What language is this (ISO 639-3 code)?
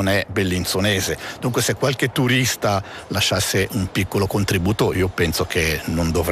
ita